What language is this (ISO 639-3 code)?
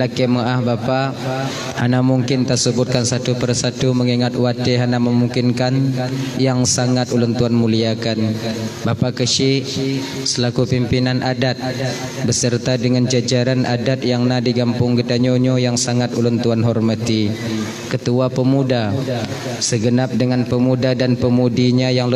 ace